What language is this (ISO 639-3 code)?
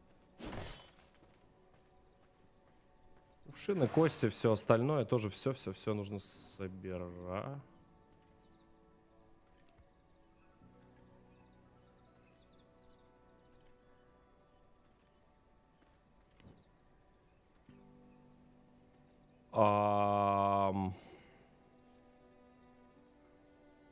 rus